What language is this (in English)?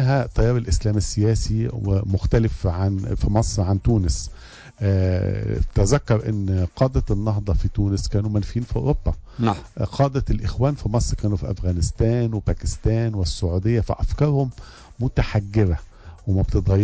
Tunisian Arabic